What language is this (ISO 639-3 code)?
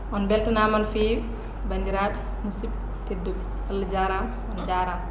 ful